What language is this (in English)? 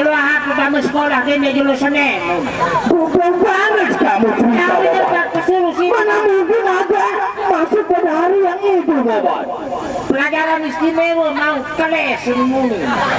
Sasak